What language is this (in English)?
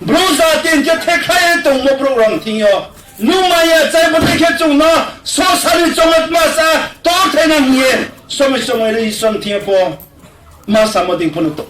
Riang (India)